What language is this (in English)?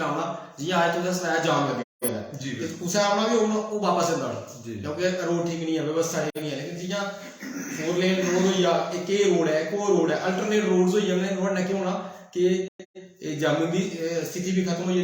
Dogri